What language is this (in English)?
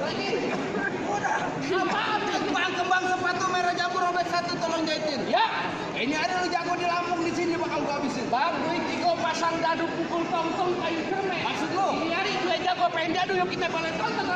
Betawi